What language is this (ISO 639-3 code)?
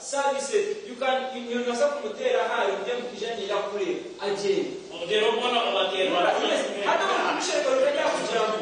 nyn